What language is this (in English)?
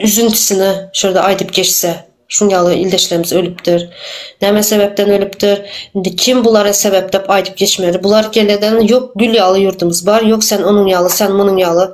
Turkmen